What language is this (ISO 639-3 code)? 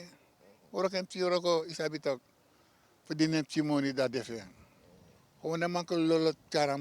srn